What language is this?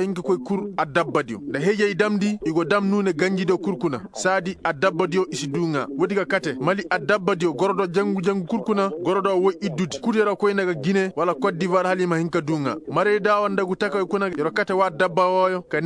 Koyraboro Senni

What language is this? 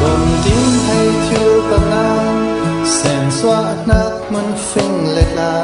Falam Chin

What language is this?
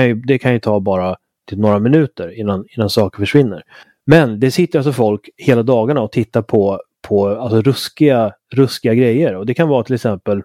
Swedish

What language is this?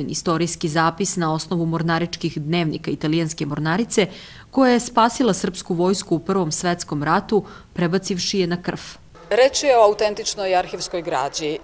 Serbian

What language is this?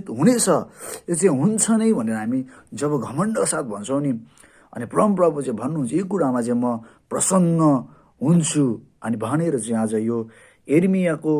Nepali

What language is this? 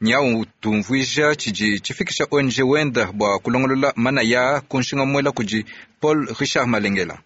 Luba-Lulua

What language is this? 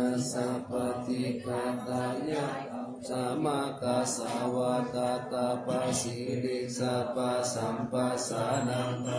Pali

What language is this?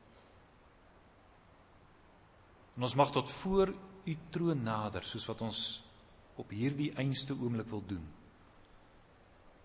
Afrikaans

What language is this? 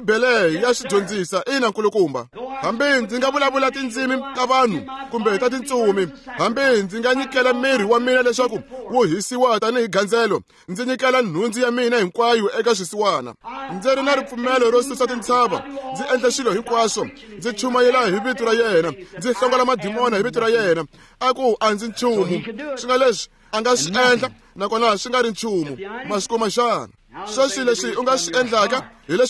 Tsonga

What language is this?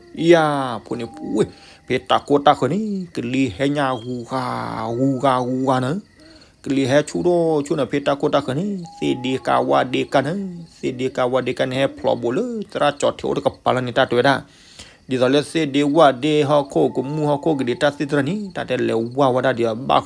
S'gaw Karen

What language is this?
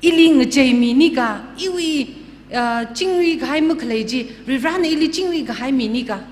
Tangkhul Naga (India)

